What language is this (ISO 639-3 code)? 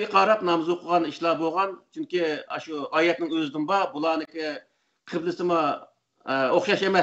uig